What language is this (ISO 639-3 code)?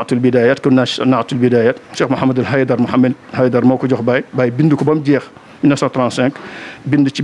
wol